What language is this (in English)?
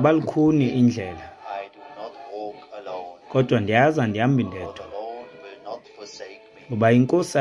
Xhosa